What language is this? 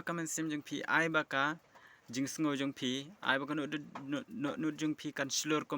Khasi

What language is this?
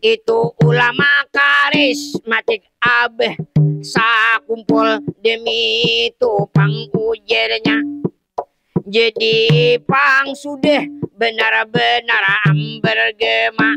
Banjar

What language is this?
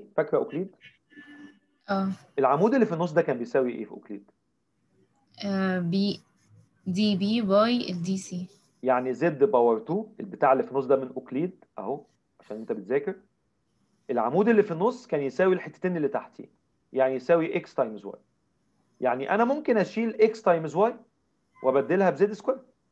Egyptian Arabic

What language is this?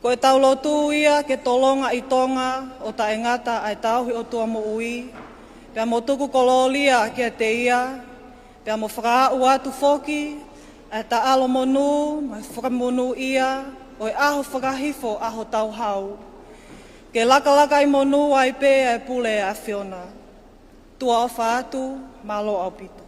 Tongan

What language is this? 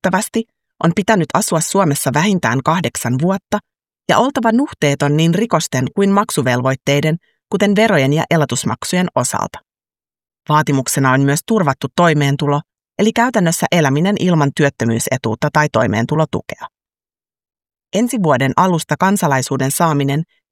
Finnish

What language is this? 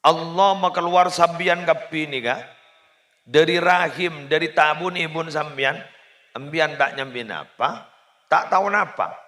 Madurese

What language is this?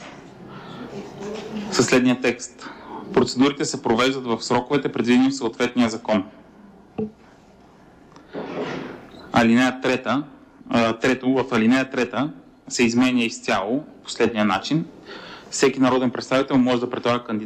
Bulgarian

